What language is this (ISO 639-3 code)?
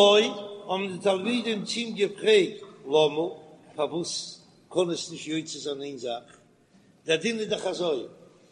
yid